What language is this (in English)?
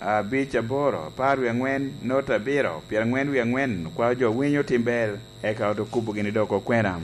Lango (Uganda)